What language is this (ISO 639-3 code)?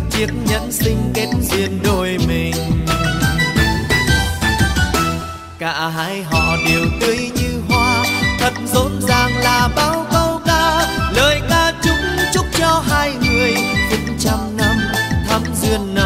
vie